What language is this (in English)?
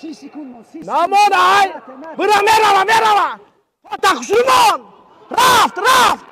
Tajik